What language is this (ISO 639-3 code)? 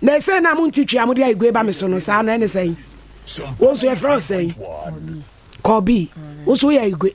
aka